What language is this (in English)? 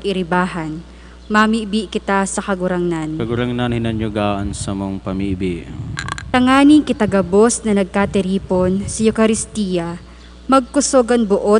Bikol